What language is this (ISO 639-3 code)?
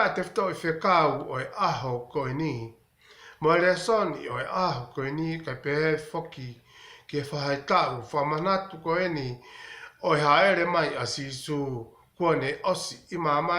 ton